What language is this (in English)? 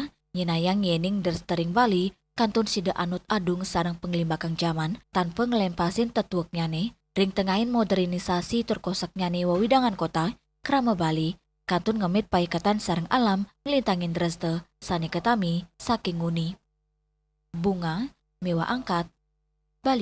Balinese